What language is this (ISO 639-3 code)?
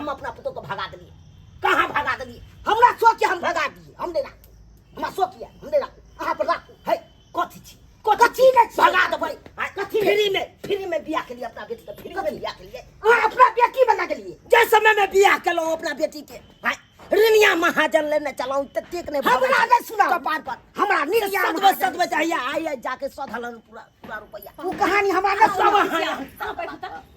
mai